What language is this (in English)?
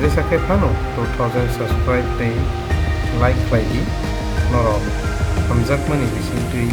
Kok Borok